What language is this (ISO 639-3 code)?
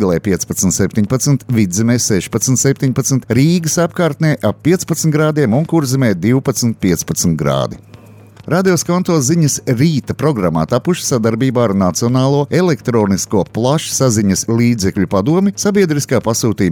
lav